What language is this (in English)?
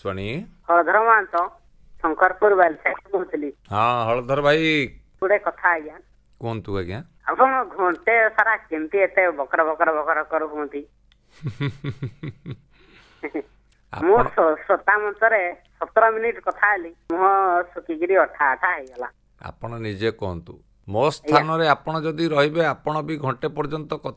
Odia